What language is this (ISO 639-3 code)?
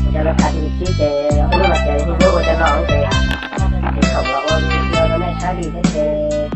hmn